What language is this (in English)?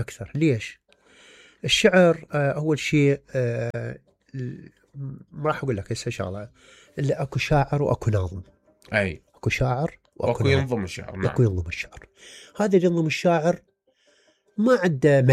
Mesopotamian Arabic